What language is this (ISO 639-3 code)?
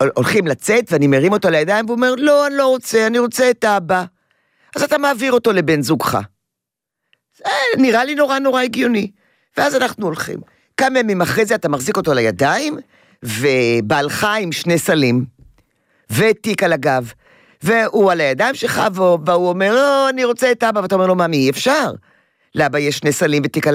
heb